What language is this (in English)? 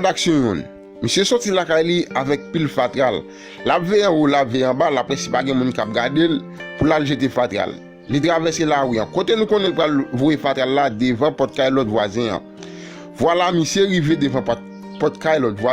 Haitian Creole